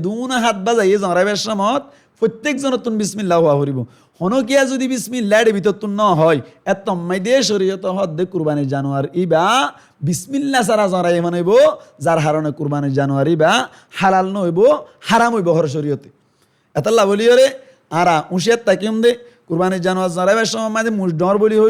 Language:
Rohingya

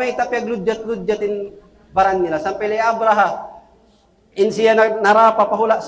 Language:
Tausug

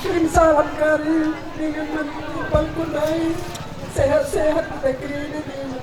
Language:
Batak Karo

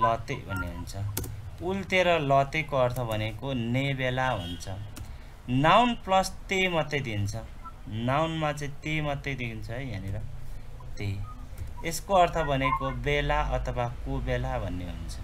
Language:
Nepali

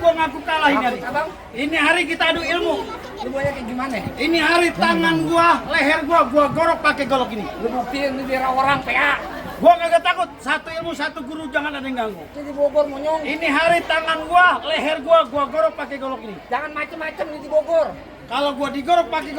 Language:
Betawi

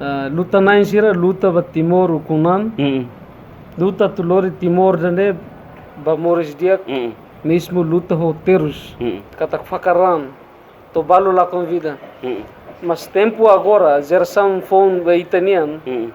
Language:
Tetum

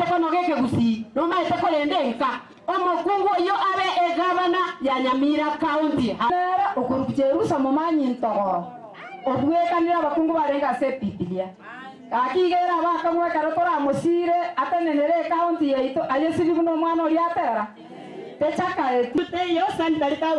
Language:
Gusii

